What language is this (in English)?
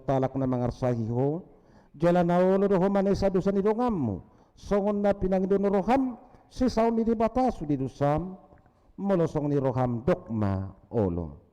Batak Toba